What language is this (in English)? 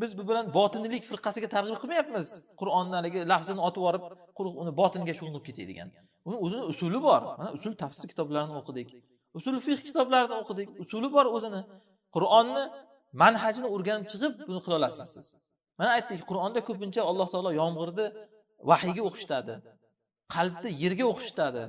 Uzbek